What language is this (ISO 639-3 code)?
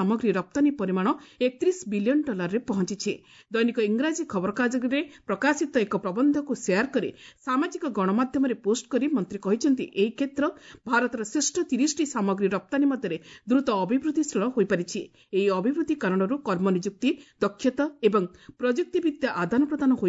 ori